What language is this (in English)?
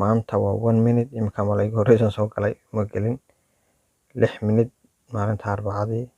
Somali